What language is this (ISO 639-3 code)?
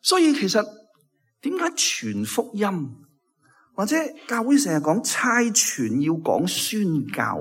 yue